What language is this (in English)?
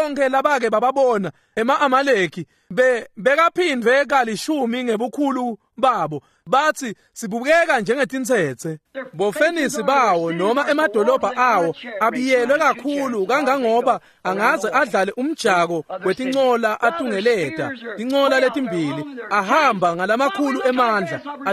Swati